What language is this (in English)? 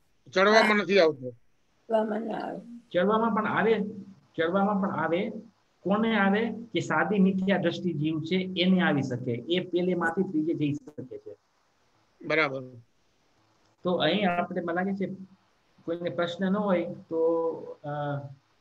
Gujarati